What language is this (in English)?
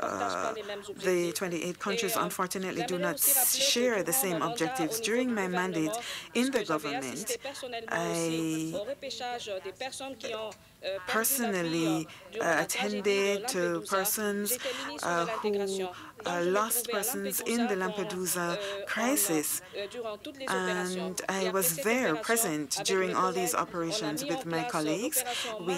English